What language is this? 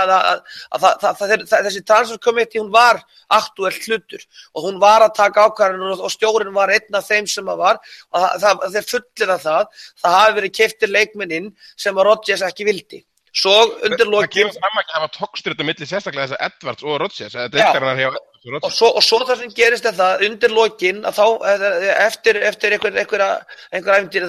Icelandic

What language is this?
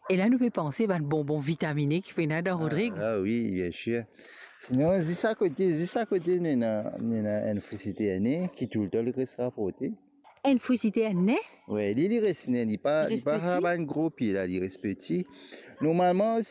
Morisyen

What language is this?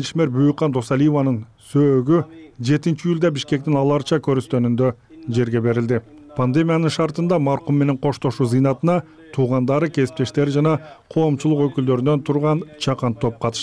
Kyrgyz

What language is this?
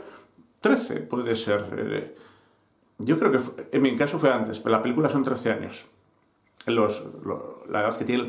Spanish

